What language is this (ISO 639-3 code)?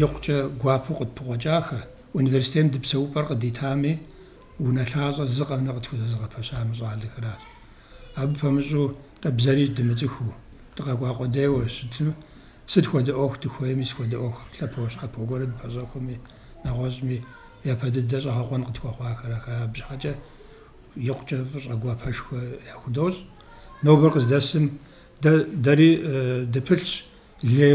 kbd